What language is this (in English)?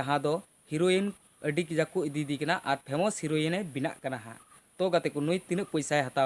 Santali